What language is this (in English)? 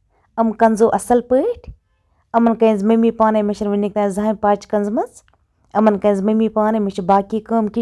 Kashmiri